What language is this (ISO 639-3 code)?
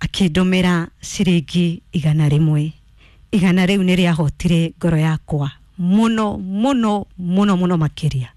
kik